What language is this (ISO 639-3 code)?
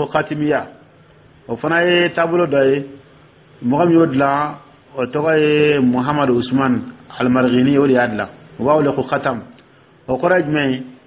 dyu